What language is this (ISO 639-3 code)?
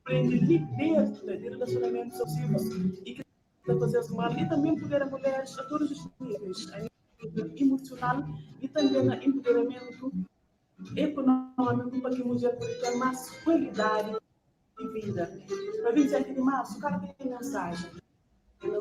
kea